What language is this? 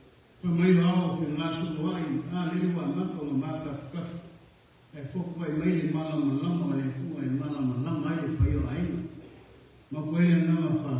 Samoan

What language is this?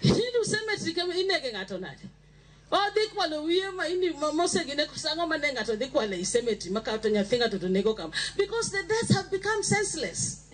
Luo (Kenya and Tanzania)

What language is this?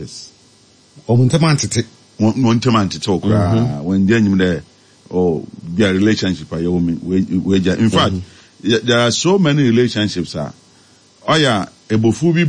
Akan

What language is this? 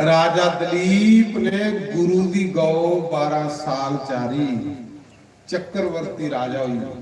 Dogri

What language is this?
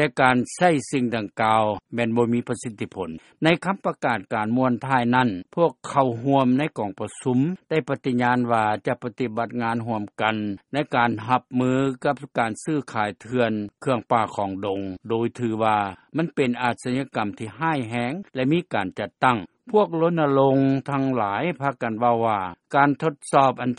Lao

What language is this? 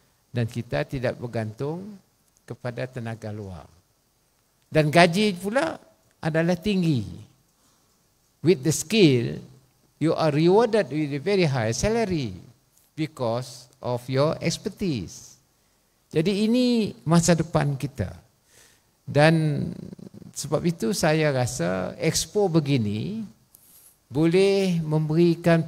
Malay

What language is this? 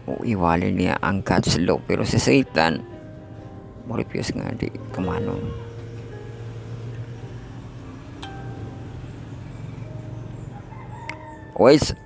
Cebuano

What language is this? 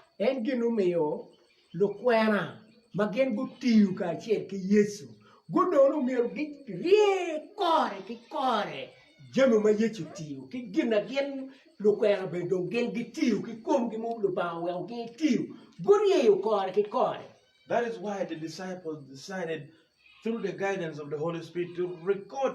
Acoli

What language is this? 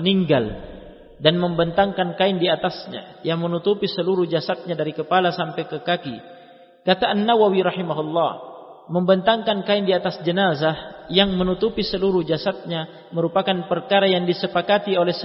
Indonesian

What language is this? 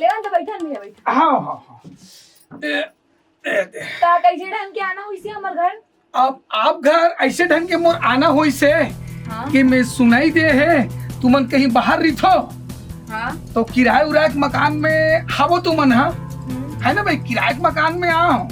Chhattisgarhi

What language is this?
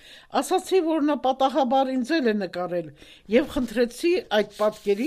Armenian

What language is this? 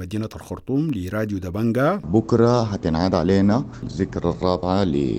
Sudanese Arabic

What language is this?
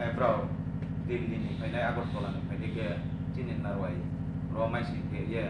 Riang (India)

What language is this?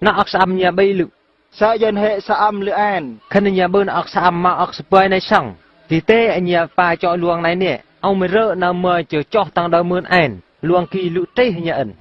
Eastern Bru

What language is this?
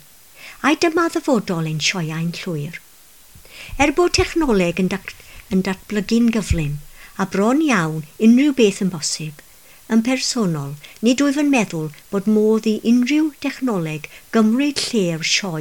Welsh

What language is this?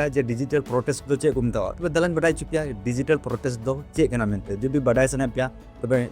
Santali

